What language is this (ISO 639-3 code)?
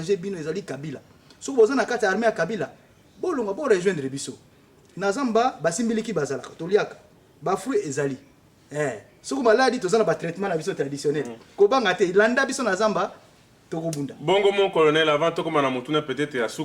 lin